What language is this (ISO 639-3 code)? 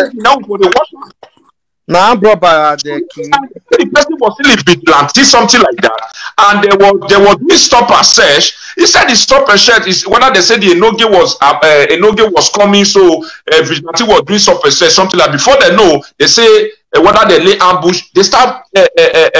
pcm